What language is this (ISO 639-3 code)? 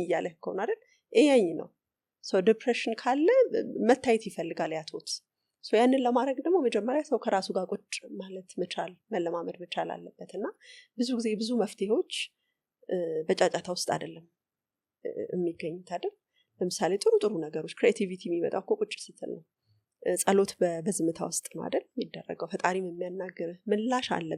amh